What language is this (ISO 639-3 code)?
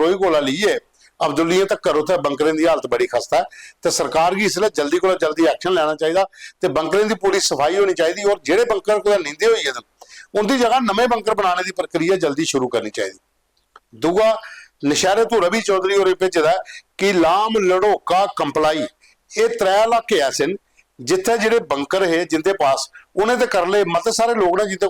doi